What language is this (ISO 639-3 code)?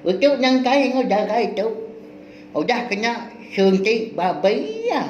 iba